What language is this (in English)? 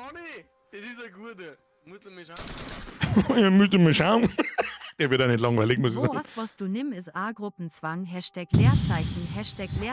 Bavarian